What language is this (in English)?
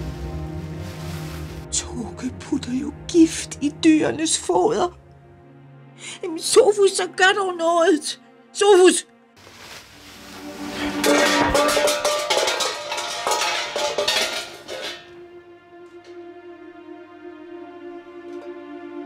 Danish